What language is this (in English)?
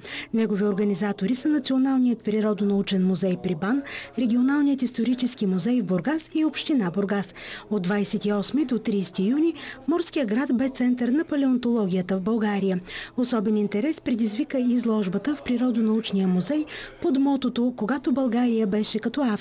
Bulgarian